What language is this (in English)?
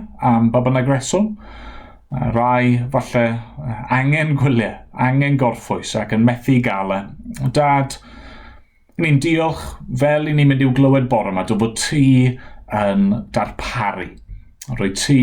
Welsh